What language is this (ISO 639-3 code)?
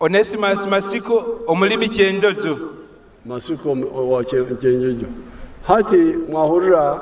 nyn